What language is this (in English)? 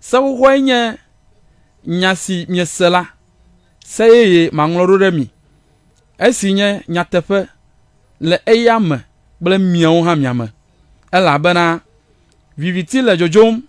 Ewe